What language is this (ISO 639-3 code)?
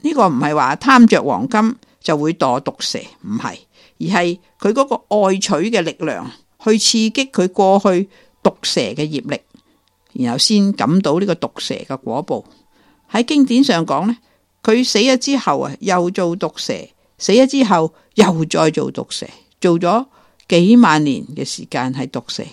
yue